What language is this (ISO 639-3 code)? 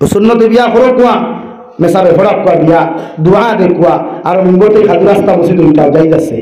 syl